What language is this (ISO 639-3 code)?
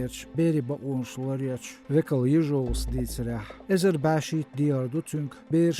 che